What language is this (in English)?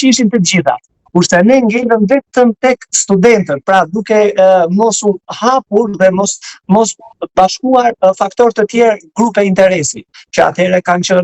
Albanian